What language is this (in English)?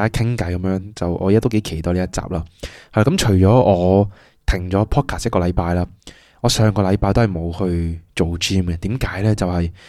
Cantonese